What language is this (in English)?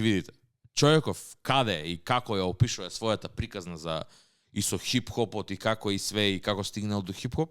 Macedonian